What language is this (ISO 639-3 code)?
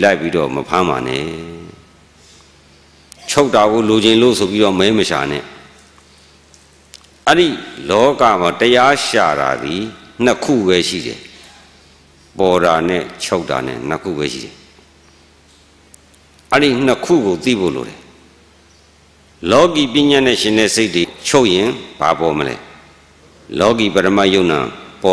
mya